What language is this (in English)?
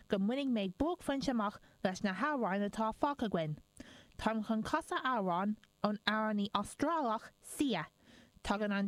Irish